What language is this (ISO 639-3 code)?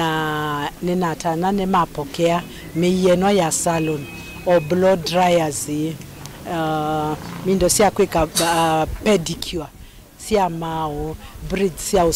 kam